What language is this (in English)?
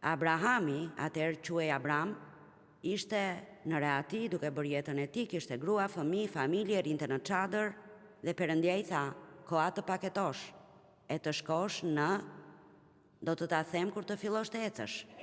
Albanian